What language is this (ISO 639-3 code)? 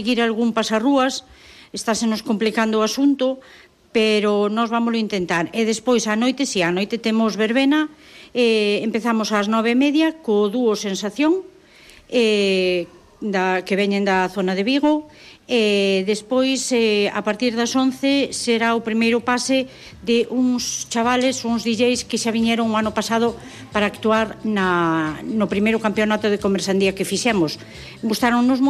glg